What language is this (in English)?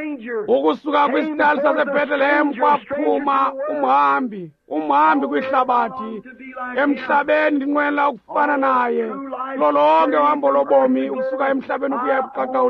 Xhosa